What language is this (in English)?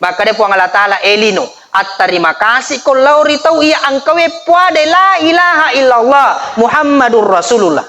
Buginese